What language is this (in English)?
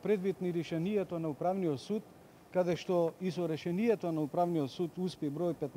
Macedonian